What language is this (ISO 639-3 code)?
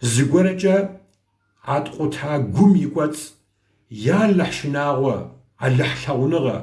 kbd